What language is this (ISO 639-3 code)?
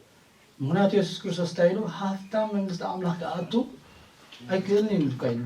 tir